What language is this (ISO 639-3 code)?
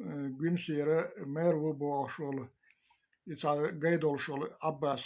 che